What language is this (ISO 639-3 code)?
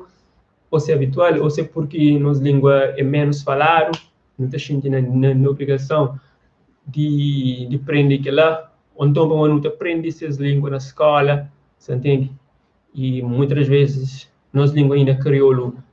kea